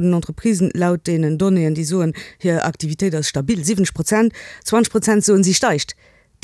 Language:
Luxembourgish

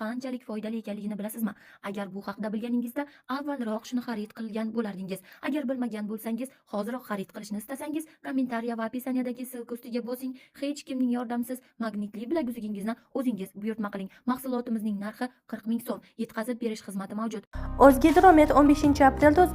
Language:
Uzbek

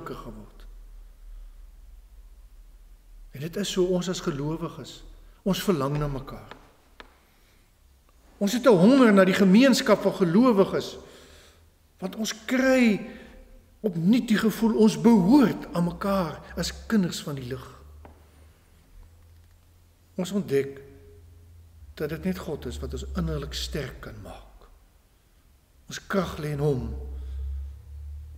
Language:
Afrikaans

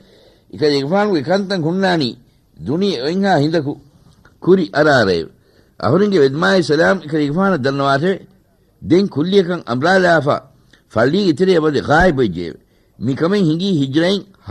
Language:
Divehi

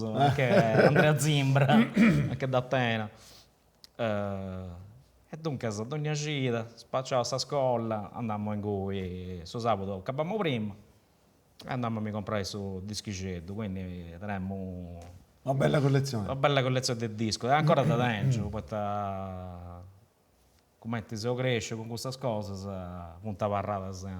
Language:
Sardinian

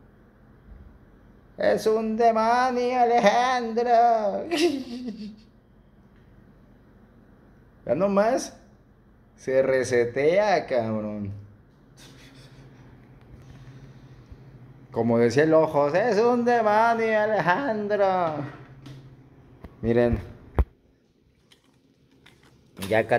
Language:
Spanish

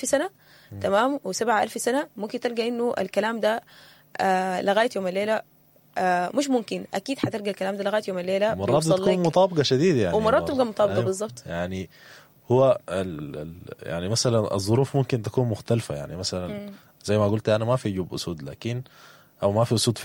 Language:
Sudanese Arabic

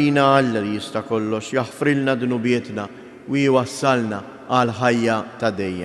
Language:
Maltese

